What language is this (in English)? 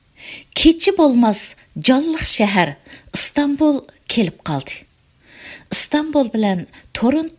Uyghur